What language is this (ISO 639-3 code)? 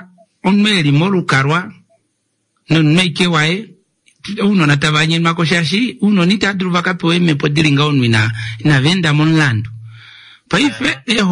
kua